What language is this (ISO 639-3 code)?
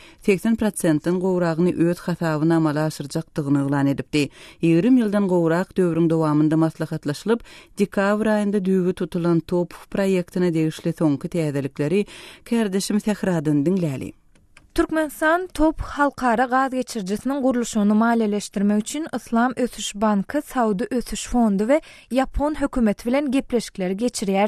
tuk